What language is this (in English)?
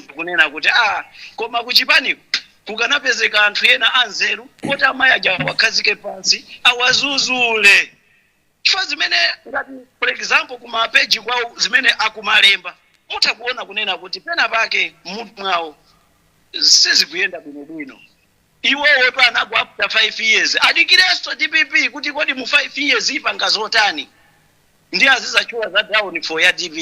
Nyanja